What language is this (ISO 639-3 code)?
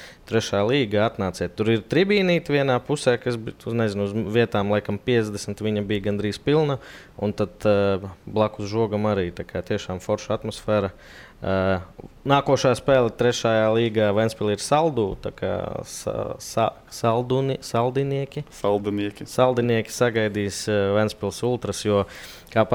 lav